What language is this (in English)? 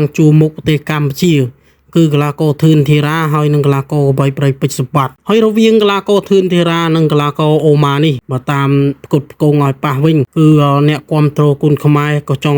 Khmer